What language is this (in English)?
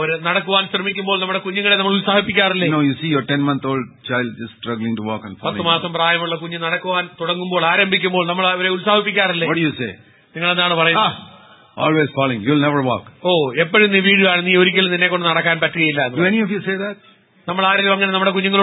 Malayalam